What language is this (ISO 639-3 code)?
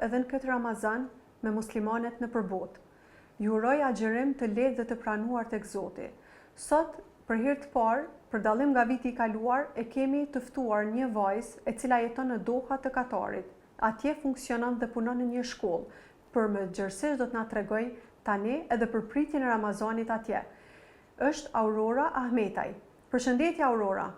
sqi